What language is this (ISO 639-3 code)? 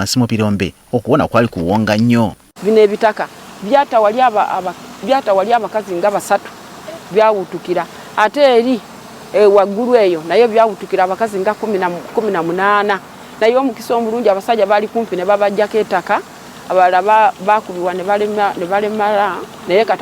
lug